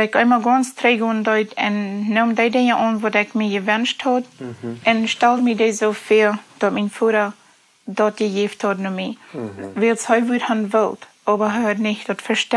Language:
Plautdietsch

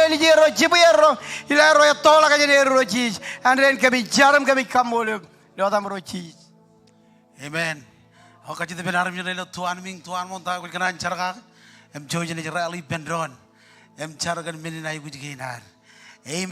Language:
Marshallese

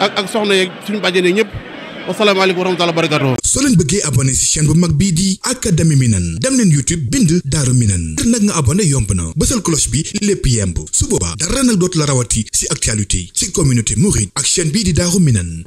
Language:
Wolof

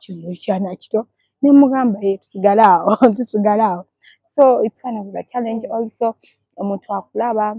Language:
Ganda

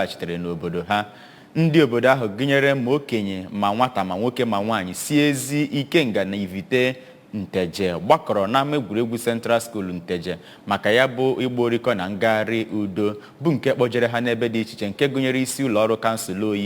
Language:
Igbo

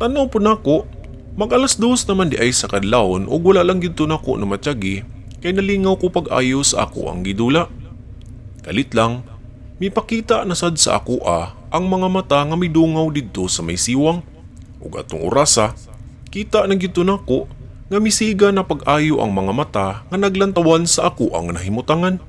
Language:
Cebuano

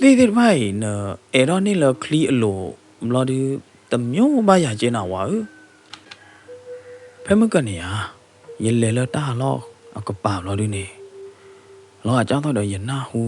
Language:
S'gaw Karen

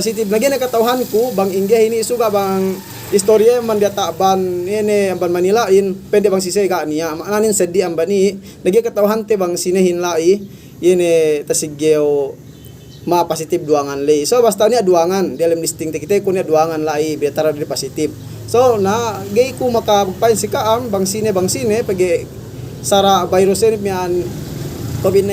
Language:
Yakan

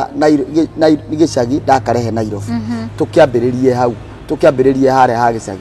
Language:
Kikuyu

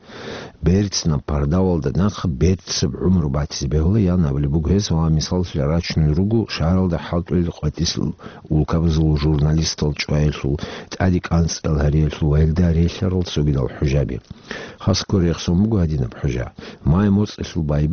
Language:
Avaric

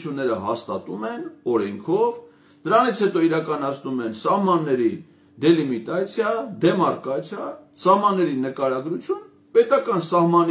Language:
Armenian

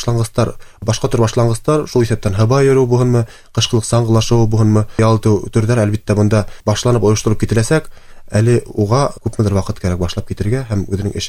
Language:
Bashkir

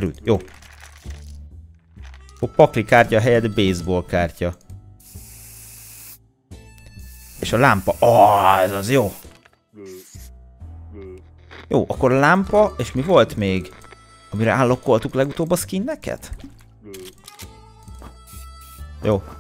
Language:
Hungarian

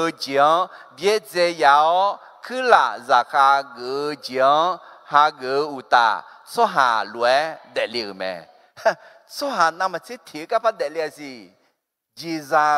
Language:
Akha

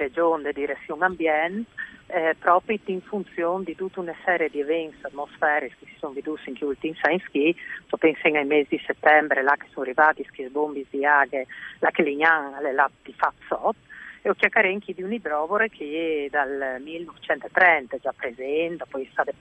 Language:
Friulian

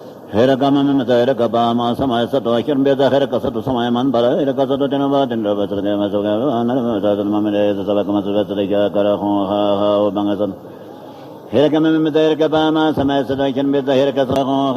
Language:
Tibetan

